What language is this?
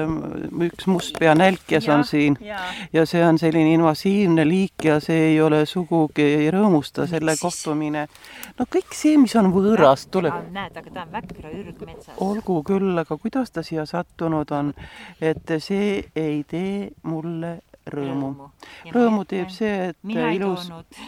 Estonian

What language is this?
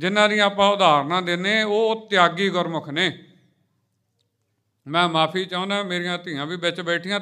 Punjabi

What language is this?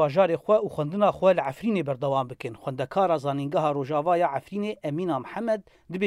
Kurdish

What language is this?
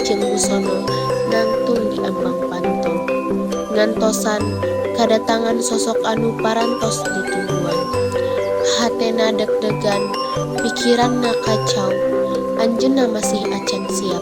Sundanese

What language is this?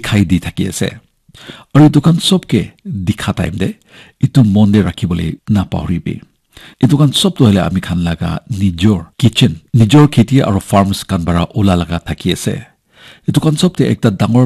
Naga Pidgin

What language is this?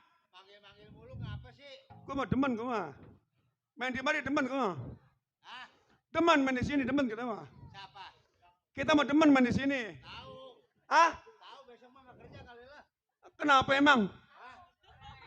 Betawi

